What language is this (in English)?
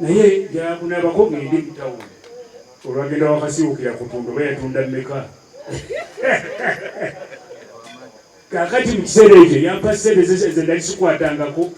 Ganda